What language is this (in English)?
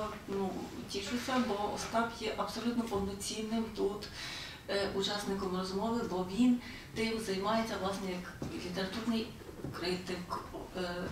Ukrainian